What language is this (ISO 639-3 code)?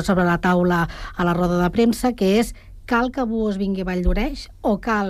cat